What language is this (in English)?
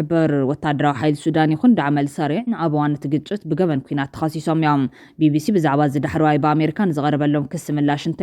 Tigrinya